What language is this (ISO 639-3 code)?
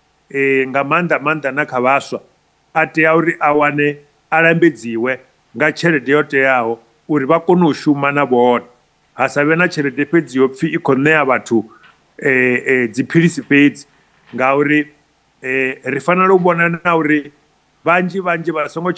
ven